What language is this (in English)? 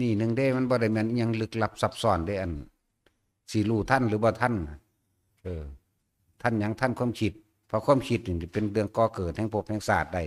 Northeastern Thai